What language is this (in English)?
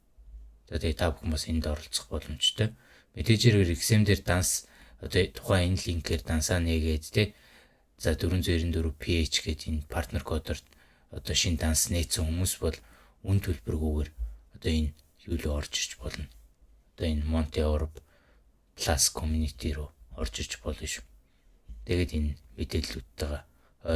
Mongolian